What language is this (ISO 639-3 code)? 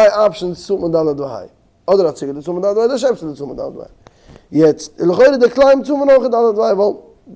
yid